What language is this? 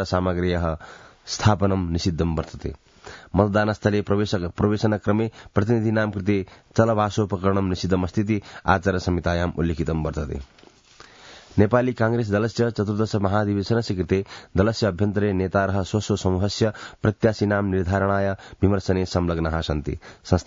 Sanskrit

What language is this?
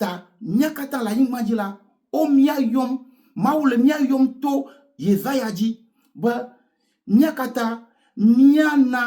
Ewe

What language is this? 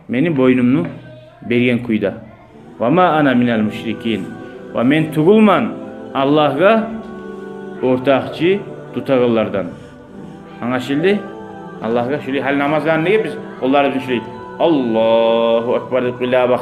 Kumyk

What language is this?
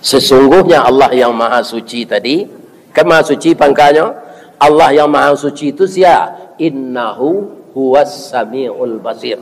Minangkabau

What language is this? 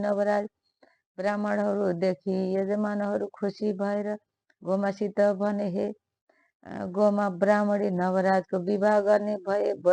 Nepali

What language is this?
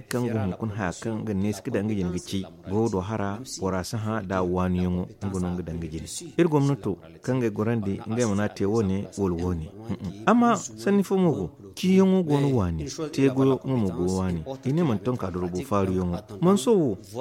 Zarma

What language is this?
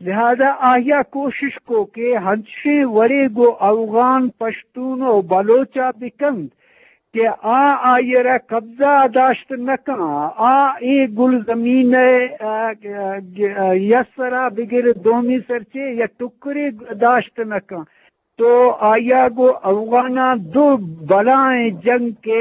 Eastern Balochi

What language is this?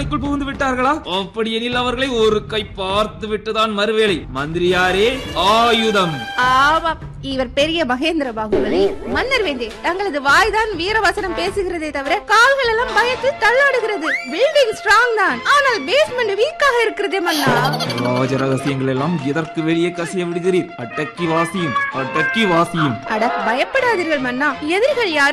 Tamil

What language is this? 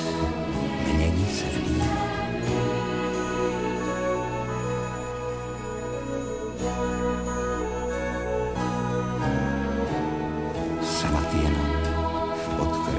Czech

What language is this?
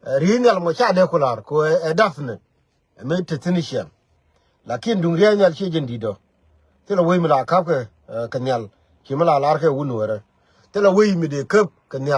Nuer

